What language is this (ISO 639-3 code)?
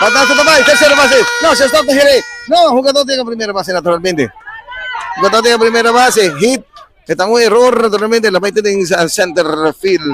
pap